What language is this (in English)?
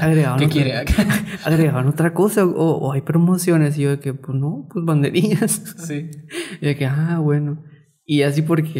Spanish